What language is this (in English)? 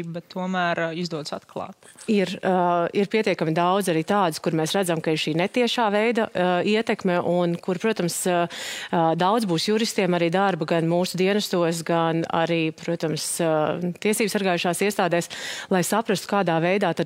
Latvian